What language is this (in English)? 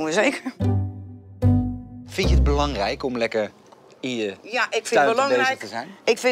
Dutch